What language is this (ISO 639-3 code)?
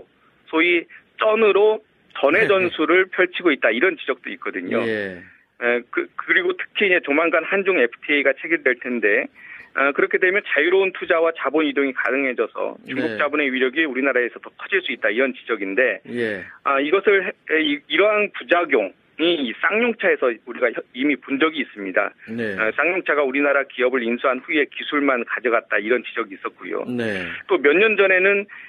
kor